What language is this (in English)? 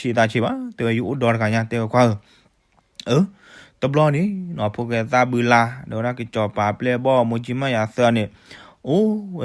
S'gaw Karen